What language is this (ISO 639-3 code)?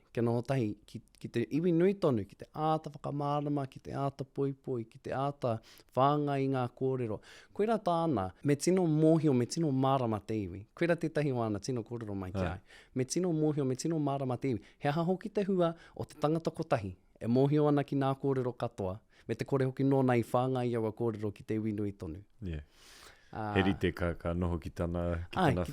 mri